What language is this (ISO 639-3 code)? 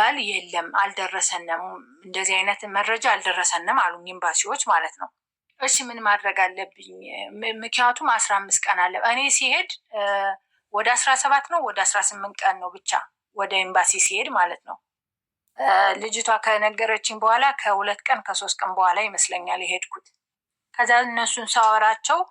amh